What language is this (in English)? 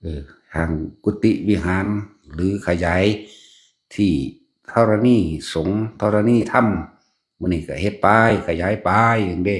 Northeastern Thai